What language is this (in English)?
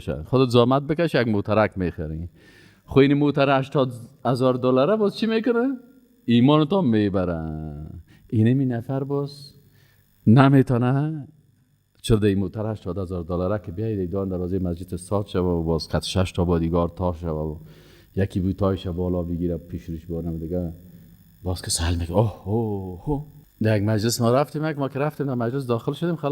Persian